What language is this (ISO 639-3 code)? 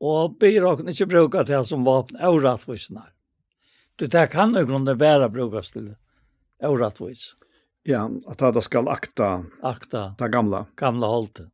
fao